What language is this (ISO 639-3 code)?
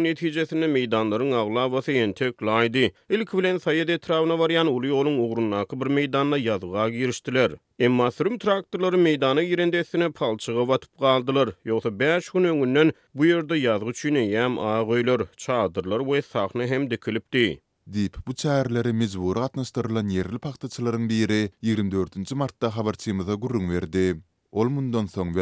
tuk